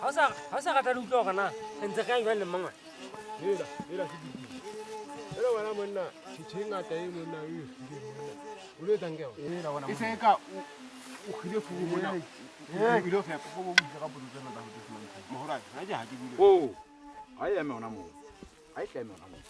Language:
Southern Sotho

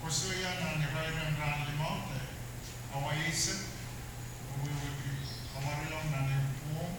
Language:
Pohnpeian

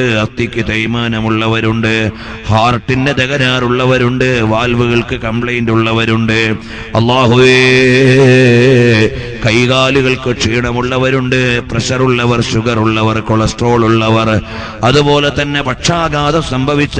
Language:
Malayalam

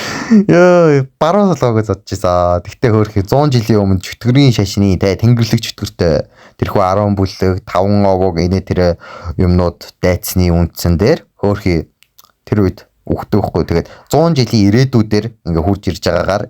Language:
Mongolian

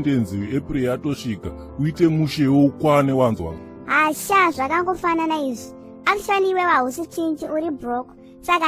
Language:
Shona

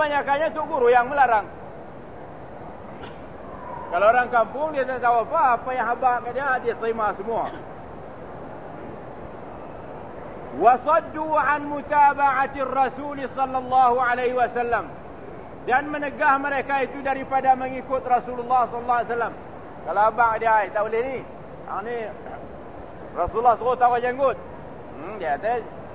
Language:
Malay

